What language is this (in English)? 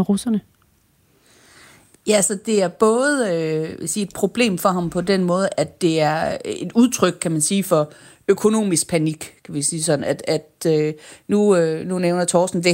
Danish